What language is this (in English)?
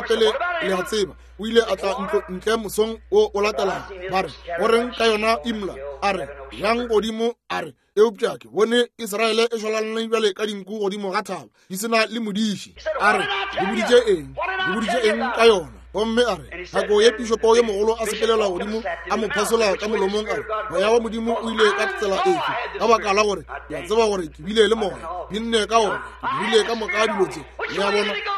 Northern Sotho